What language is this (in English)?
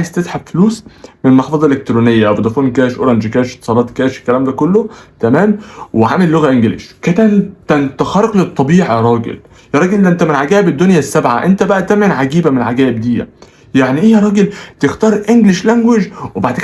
Egyptian Arabic